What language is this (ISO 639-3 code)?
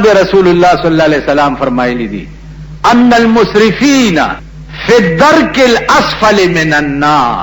pus